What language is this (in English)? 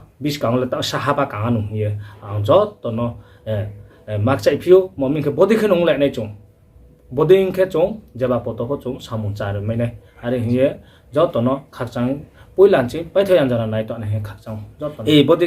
Riang (India)